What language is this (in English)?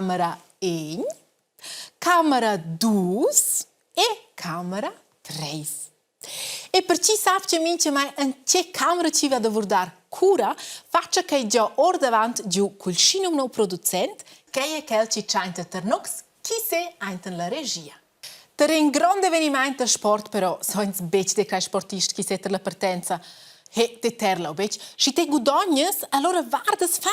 Romansh